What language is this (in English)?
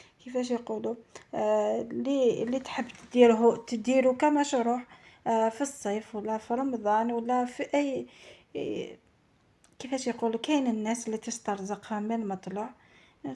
Algerian Arabic